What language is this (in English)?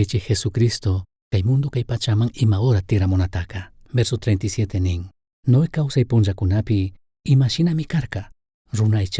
Chimborazo Highland Quichua